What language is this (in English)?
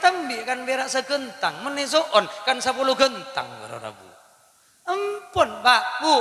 Madurese